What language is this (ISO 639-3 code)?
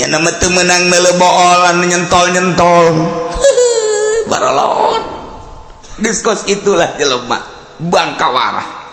sun